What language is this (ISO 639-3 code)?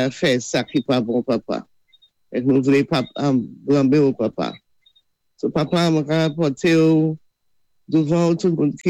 acf